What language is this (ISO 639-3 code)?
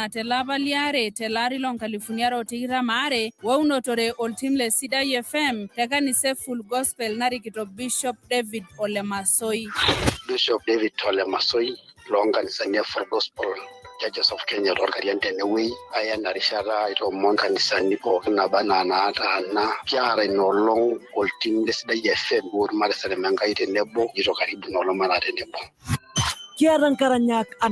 mas